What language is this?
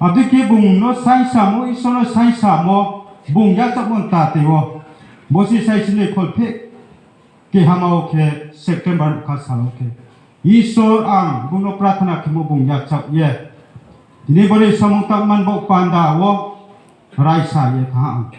Riang (India)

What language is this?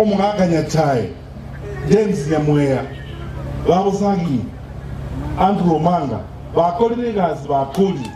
Gusii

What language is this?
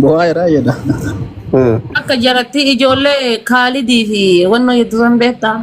Oromo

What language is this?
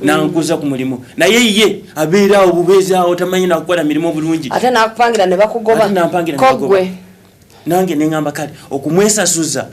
Ganda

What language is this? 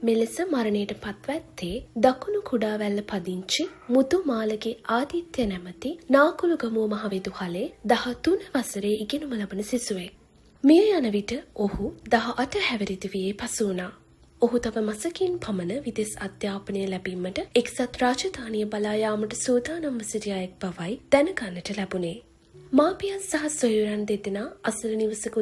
Sinhala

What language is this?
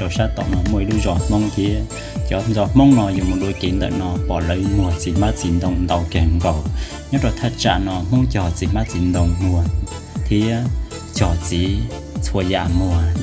Hmong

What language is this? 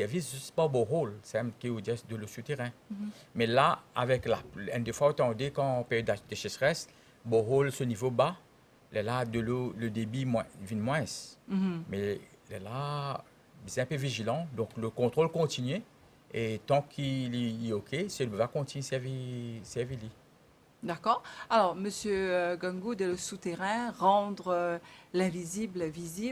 Morisyen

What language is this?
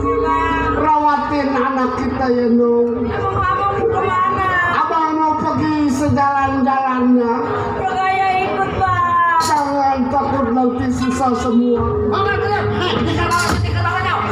Betawi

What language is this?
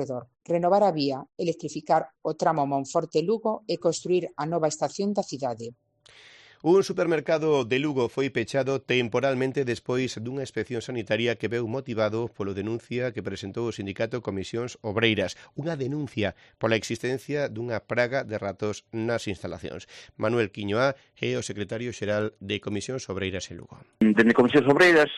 Galician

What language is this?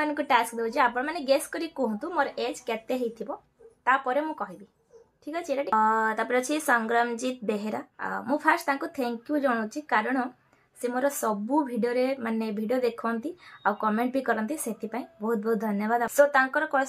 Odia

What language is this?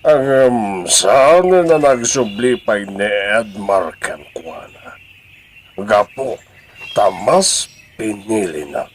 Iloko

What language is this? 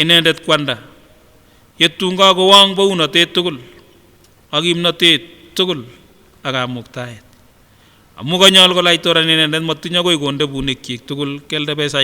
Kipsigis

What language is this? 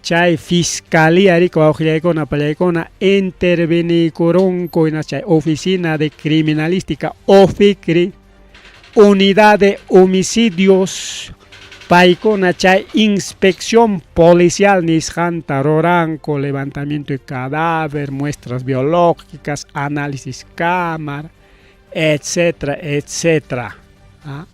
Ayacucho Quechua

